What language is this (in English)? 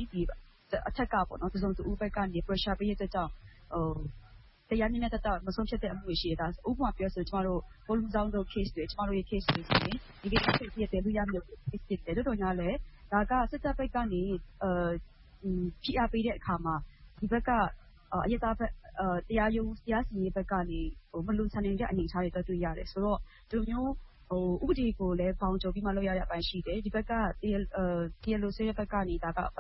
Burmese